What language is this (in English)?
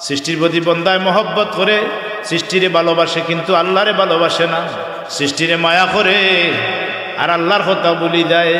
Sylheti